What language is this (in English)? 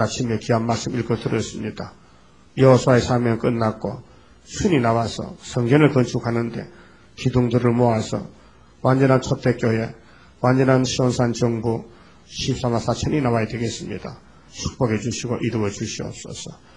Korean